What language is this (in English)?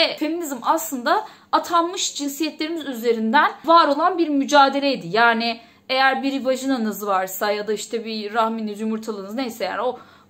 Turkish